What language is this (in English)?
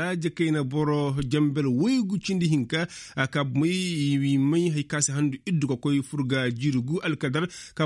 Koyraboro Senni